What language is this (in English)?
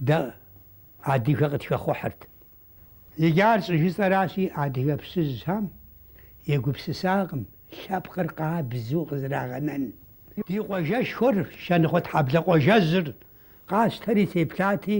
Kabardian